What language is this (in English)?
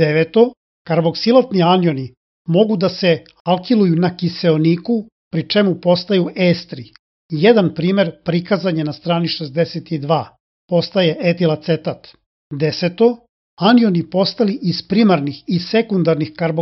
Serbian